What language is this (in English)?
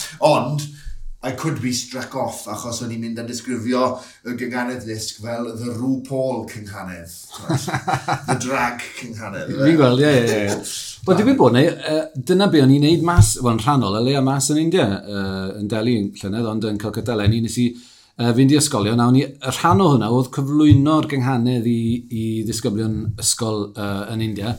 Welsh